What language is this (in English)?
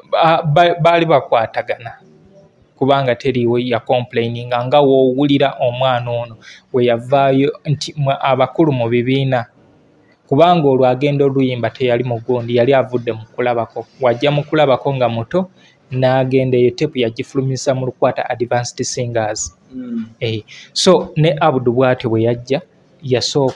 Ganda